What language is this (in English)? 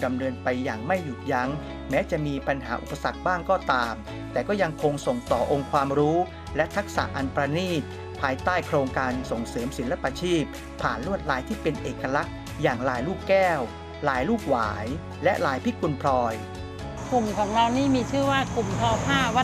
Thai